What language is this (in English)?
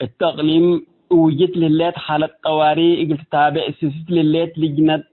Tigre